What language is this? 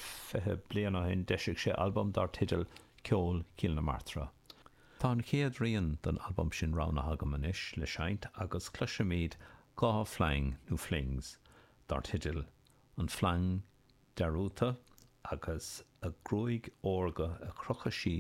Irish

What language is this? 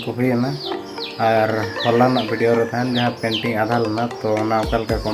Santali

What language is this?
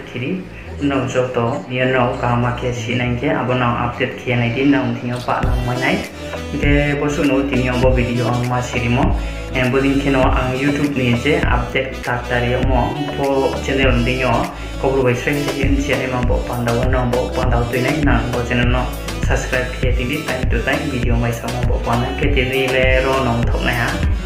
Riang (India)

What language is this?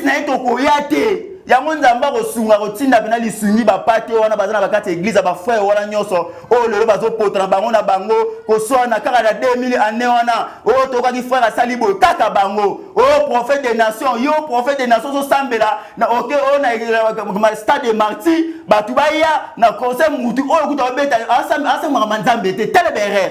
Lingala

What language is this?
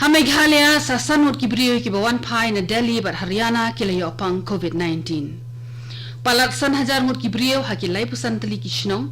Khasi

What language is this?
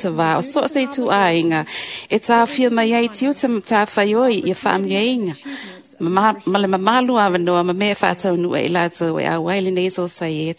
Samoan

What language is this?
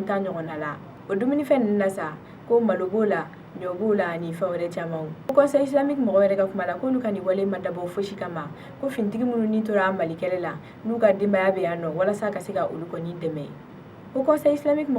Bambara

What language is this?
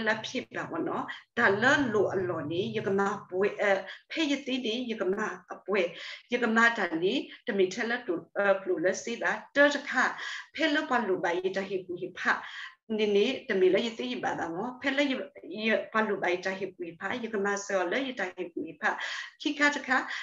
S'gaw Karen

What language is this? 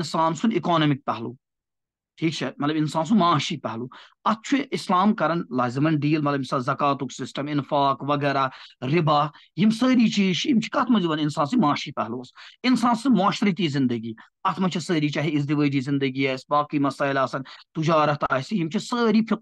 Kashmiri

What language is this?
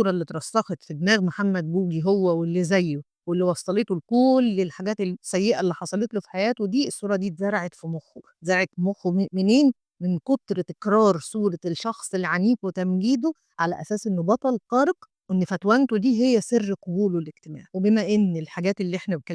Egyptian Arabic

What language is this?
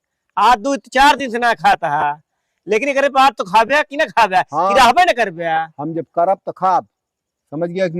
Awadhi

